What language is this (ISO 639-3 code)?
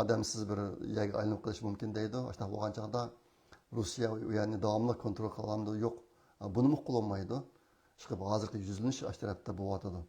uig